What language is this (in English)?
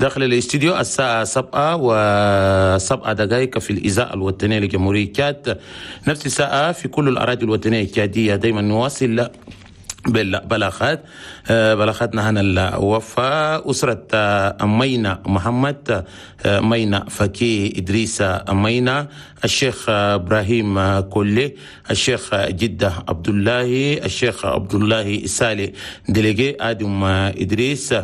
Chadian Arabic